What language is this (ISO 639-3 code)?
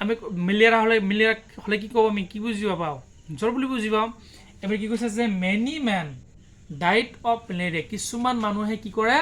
asm